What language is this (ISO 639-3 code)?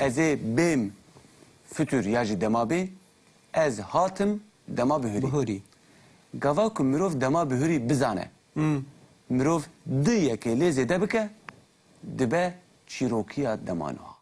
kur